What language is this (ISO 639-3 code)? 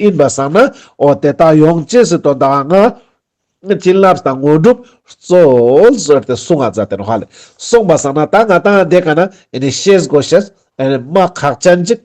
lbj